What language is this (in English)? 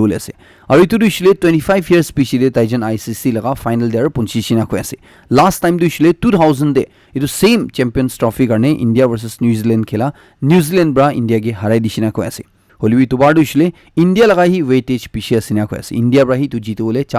Naga Pidgin